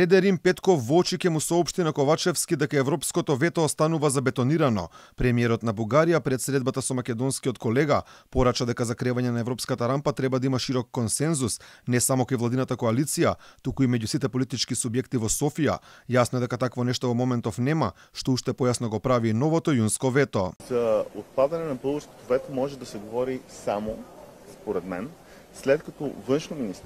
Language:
Macedonian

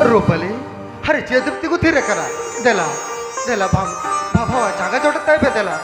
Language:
Santali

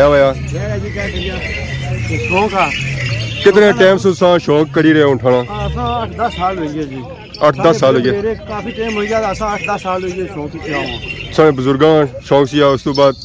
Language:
Pahari-Potwari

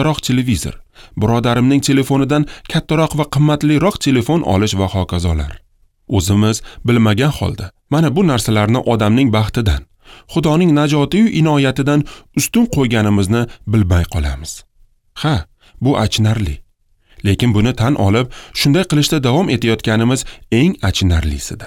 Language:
Uzbek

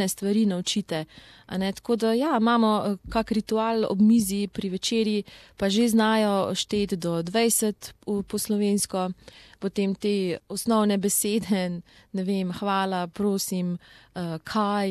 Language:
Slovenian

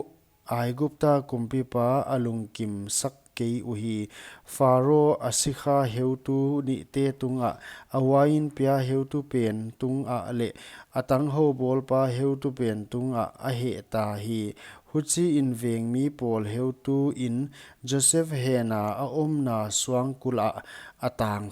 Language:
Paite Chin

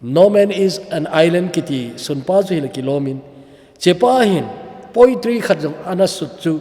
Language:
Thado Chin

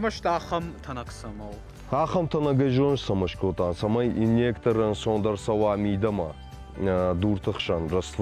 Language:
Ossetic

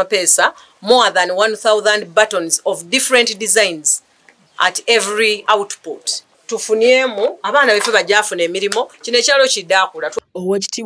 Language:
Ganda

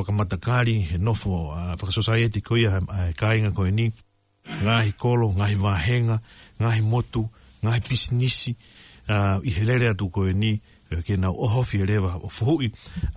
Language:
Tongan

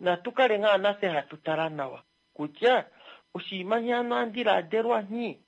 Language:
Kuanyama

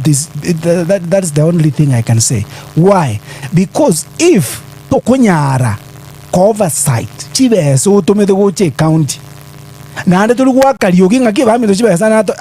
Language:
Gusii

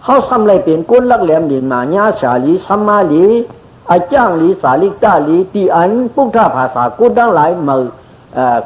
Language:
Shan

